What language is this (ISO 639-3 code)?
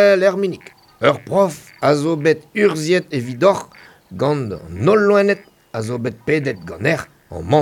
bre